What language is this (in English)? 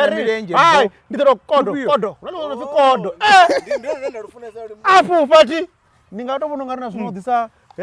Venda